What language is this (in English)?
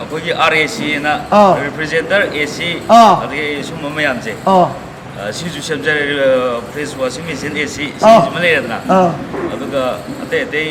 Manipuri